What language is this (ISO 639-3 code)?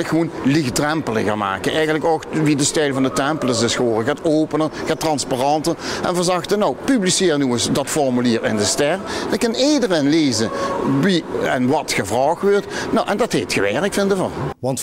lim